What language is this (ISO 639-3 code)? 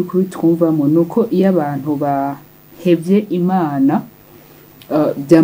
run